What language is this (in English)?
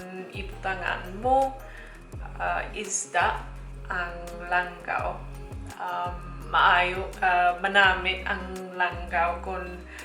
Hiligaynon